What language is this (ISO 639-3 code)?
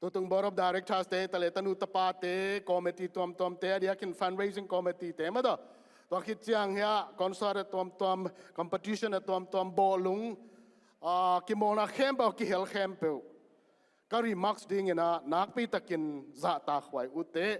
ctd